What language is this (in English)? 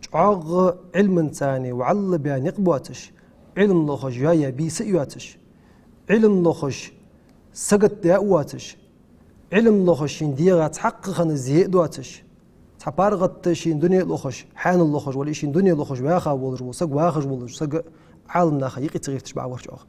Ingush